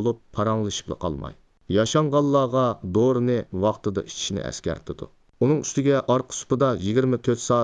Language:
Uyghur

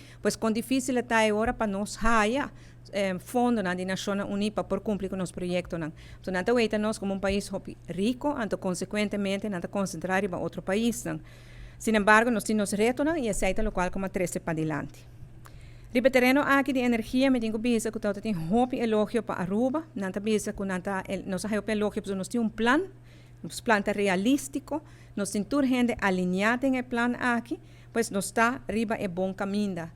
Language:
Papiamento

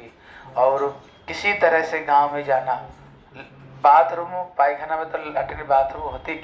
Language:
Hindi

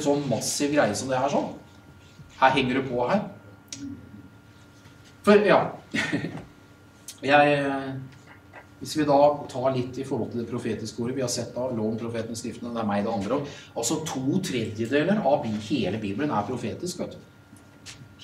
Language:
Norwegian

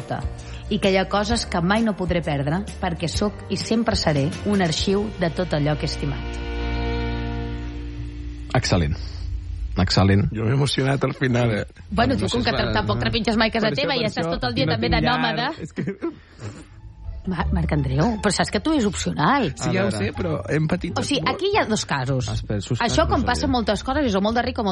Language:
Catalan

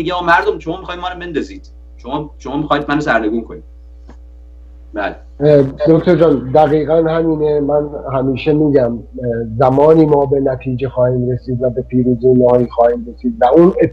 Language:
Persian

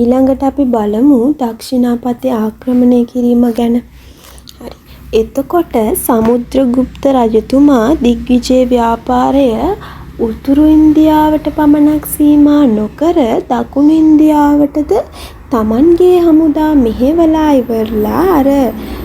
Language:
Sinhala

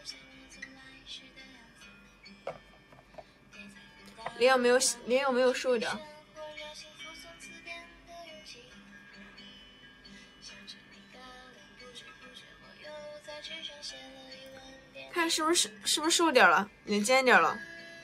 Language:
Chinese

